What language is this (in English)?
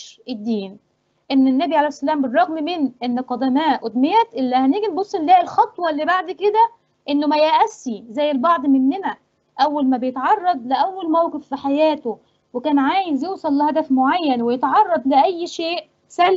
Egyptian Arabic